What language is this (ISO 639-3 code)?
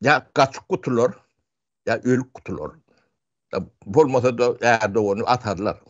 tuk